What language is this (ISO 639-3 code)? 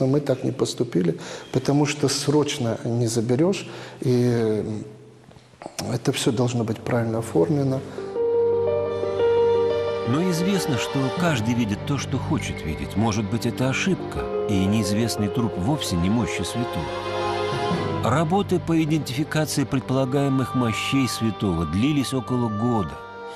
rus